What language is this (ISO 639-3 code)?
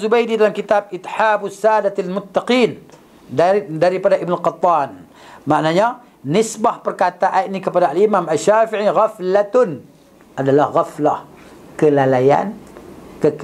msa